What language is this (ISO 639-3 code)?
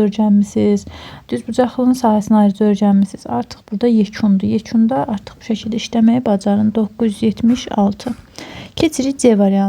aze